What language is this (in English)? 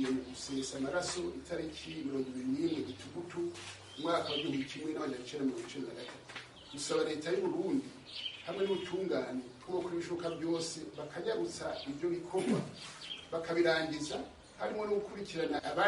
Rundi